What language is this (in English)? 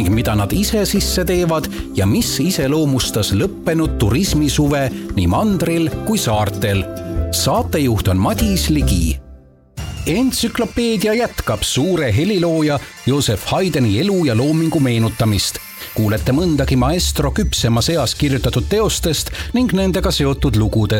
Estonian